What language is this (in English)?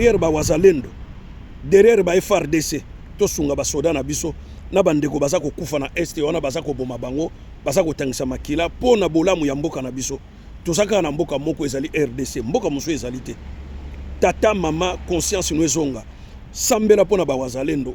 Lingala